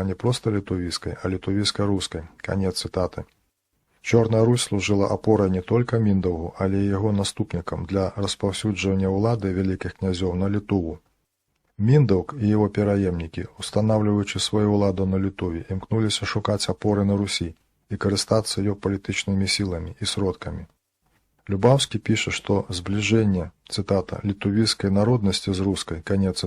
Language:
Belarusian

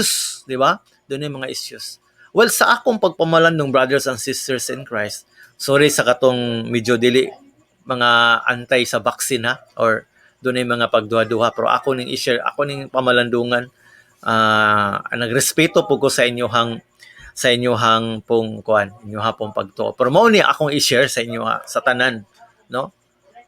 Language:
Cebuano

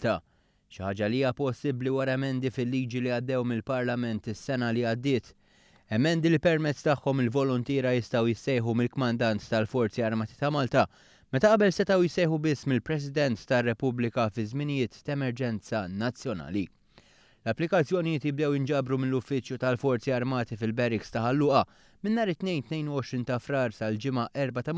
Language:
Maltese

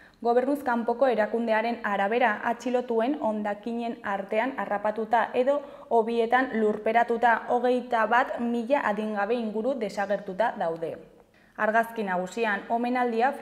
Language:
Basque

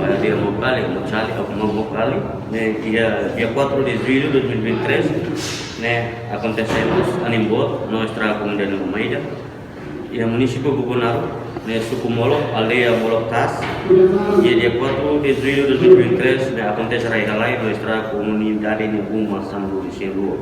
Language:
Tetum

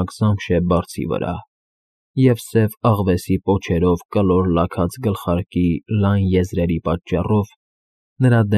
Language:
Armenian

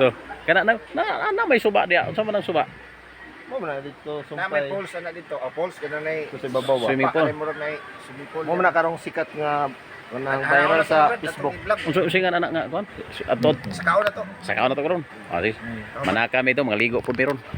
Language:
Cebuano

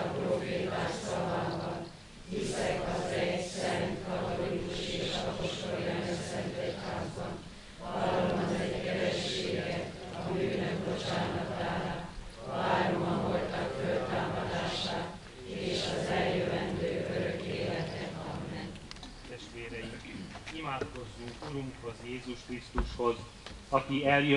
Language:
Hungarian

